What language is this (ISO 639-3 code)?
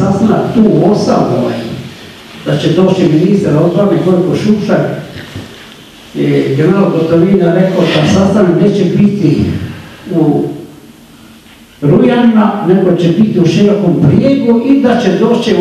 hrv